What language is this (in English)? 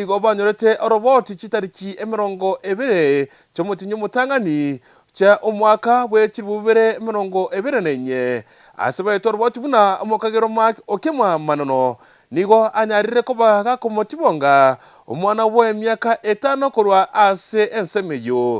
Gusii